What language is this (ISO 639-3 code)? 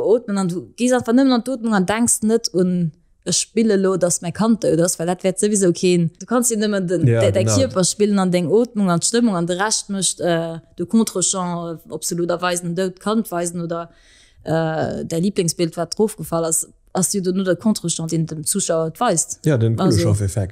ltz